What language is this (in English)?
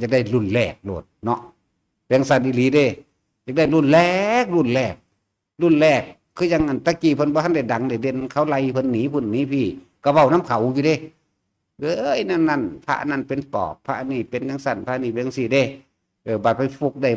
Northeastern Thai